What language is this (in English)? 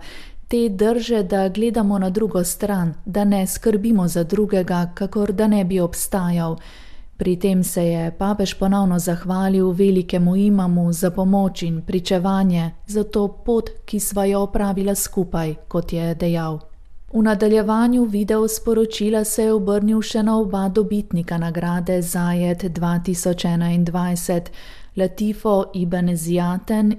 Slovenian